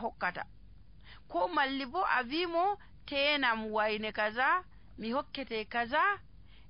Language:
Nigerian Fulfulde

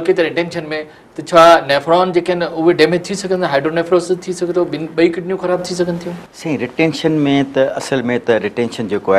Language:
Sindhi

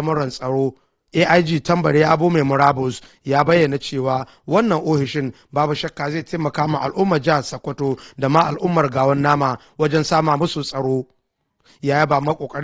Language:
Hausa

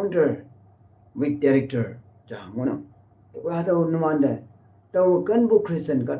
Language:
Konyak Naga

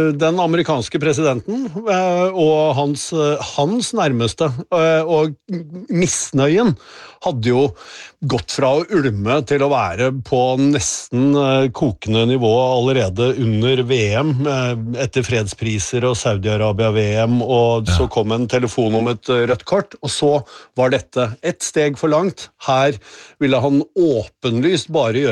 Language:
Norwegian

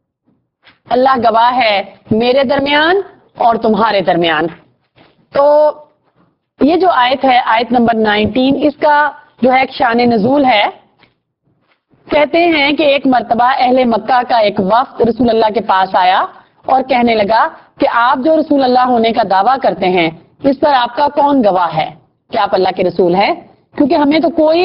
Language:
Urdu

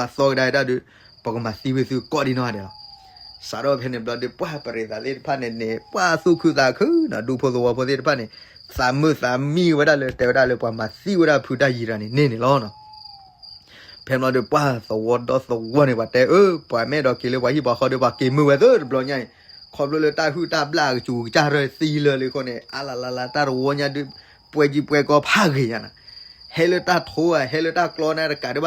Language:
S'gaw Karen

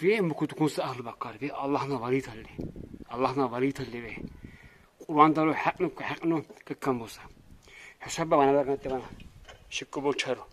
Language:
Lak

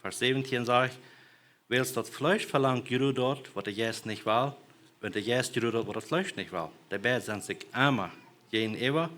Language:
Plautdietsch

